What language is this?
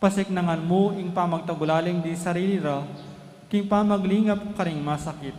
Pampanga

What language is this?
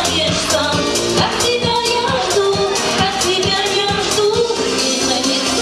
Chuvash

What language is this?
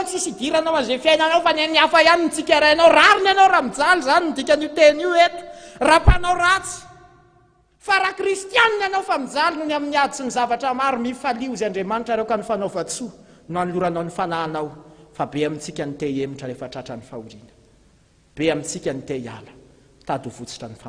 Malagasy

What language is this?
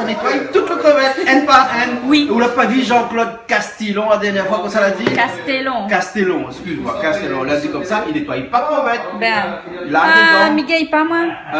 Réunion Creole French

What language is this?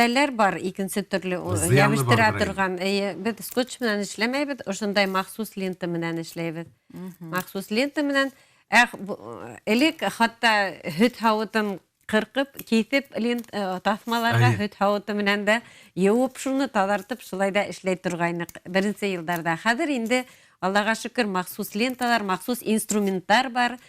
Bashkir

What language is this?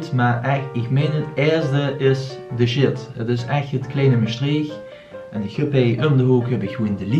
Limburgish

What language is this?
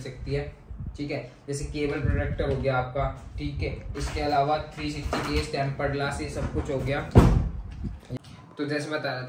Hindi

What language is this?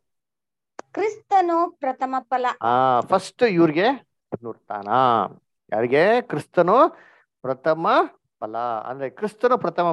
Kannada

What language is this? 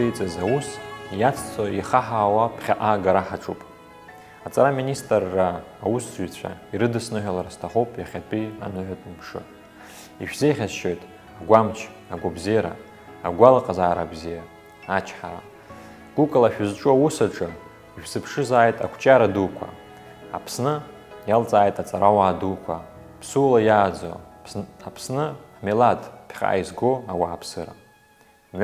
Abkhazian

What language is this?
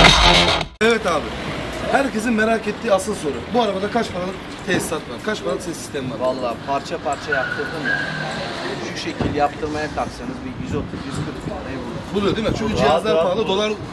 Turkish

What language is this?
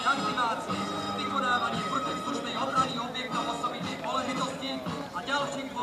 Slovak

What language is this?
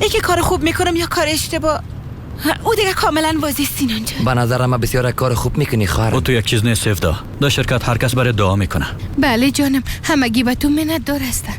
Persian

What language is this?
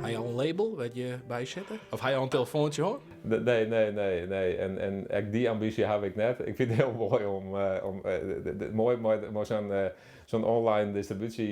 Western Frisian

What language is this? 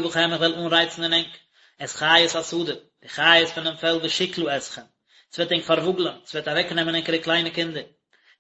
Yiddish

